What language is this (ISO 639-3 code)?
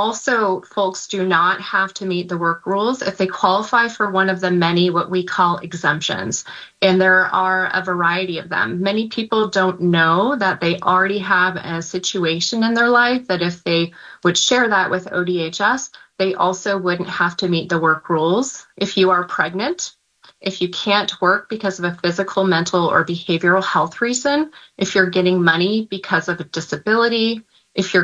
eng